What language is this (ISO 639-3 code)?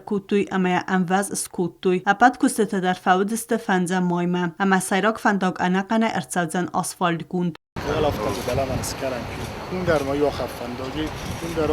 oss